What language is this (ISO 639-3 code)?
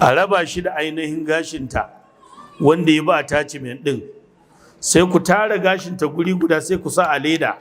hau